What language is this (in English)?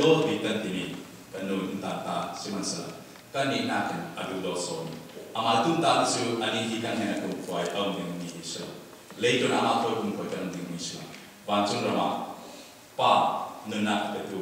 Falam Chin